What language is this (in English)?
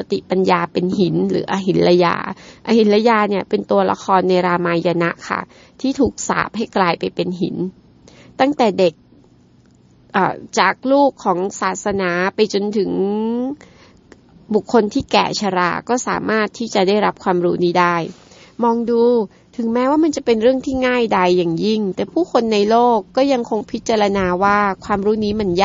Thai